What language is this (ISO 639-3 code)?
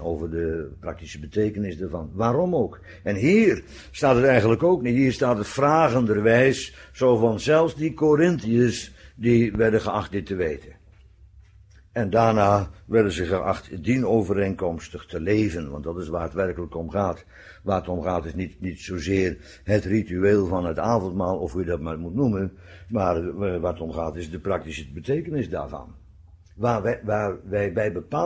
nld